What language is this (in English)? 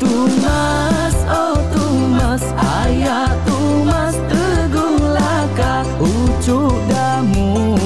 Iban